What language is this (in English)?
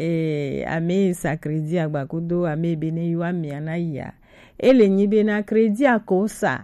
Gen